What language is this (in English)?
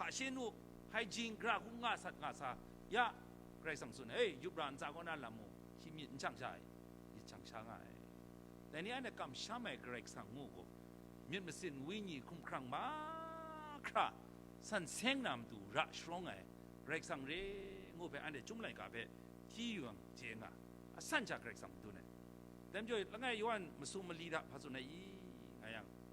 Kachin